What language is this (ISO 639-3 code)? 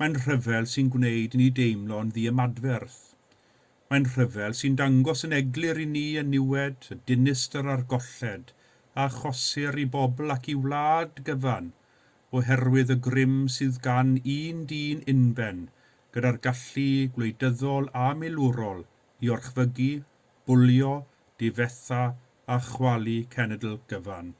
cym